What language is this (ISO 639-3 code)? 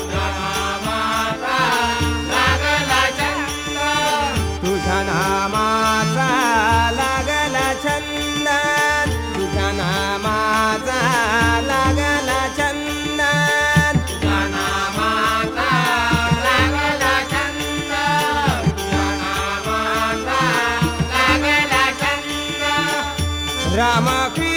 mar